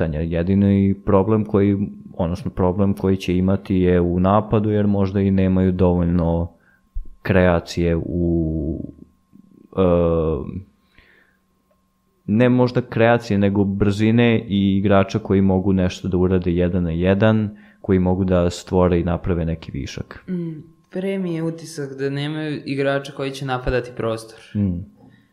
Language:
Serbian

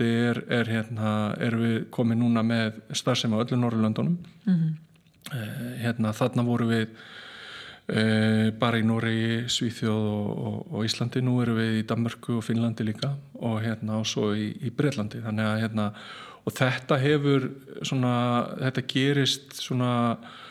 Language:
Icelandic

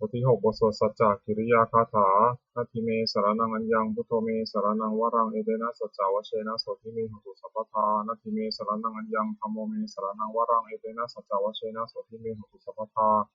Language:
Pali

